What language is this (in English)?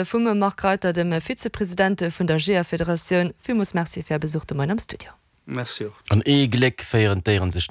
Luxembourgish